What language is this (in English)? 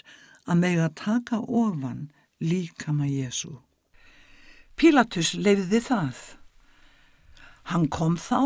Icelandic